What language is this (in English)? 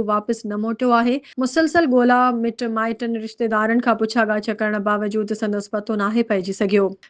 Sindhi